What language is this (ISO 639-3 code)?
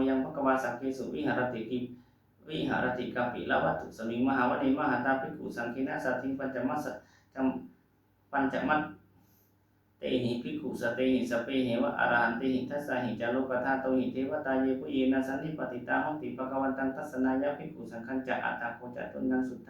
pli